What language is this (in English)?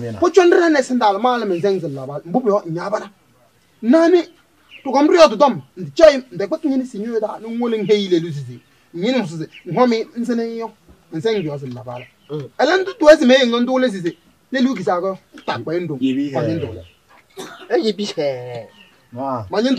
Kabiyè